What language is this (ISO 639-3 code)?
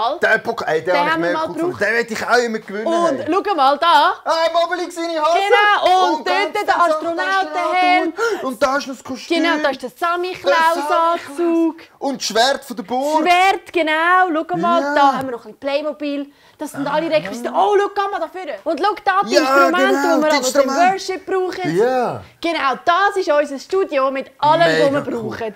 gsw